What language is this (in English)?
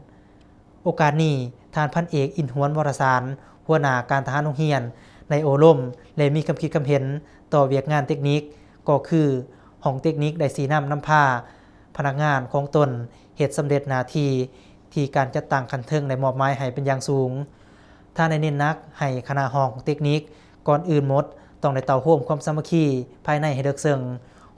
Lao